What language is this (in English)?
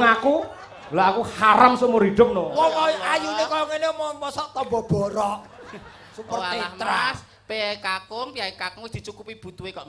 Javanese